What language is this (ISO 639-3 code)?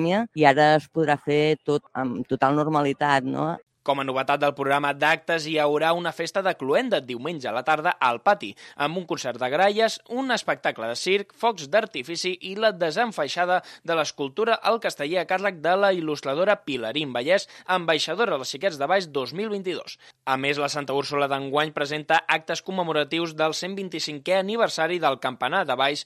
cat